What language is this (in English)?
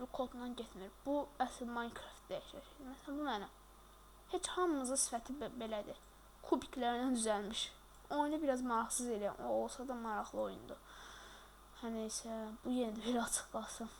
Azerbaijani